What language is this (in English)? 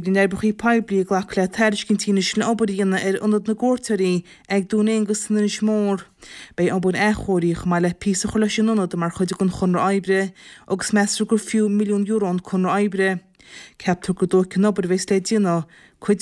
Irish